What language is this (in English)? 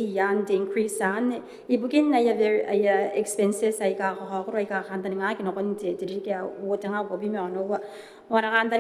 Gilbertese